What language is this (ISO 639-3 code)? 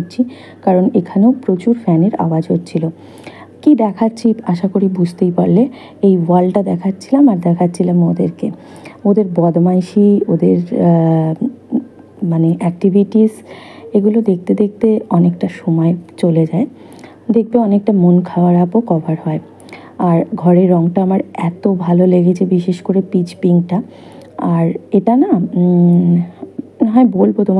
ben